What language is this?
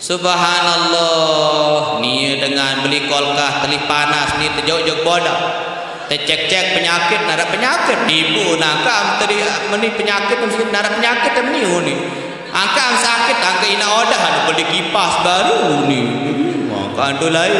Sasak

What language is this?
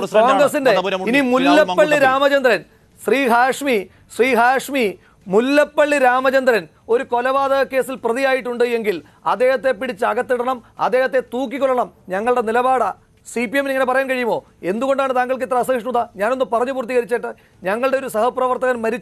Malayalam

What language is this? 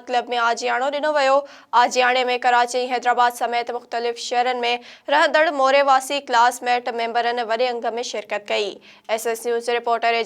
Sindhi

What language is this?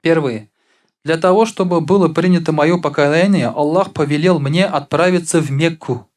Tatar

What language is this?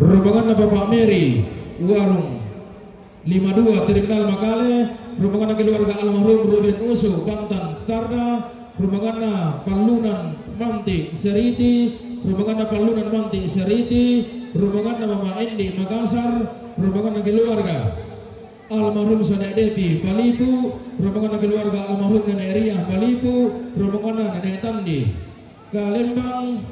Toraja-Sa'dan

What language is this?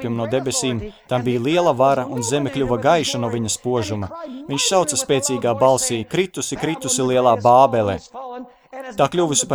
Latvian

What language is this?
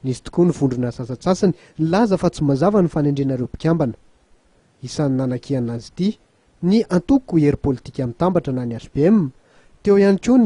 Malagasy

